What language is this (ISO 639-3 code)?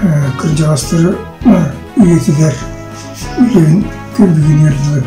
sah